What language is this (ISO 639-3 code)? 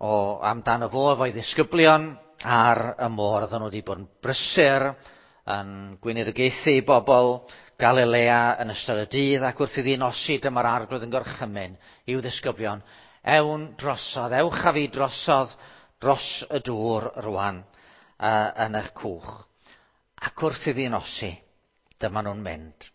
cym